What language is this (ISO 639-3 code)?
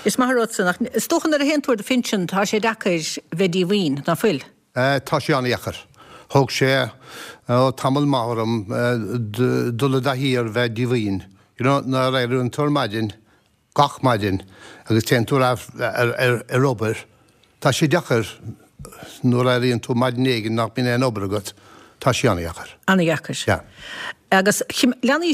gle